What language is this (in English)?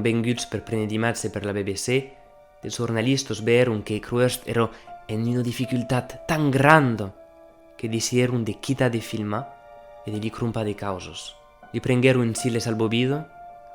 Occitan